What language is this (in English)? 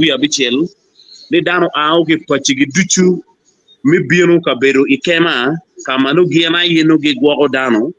Acoli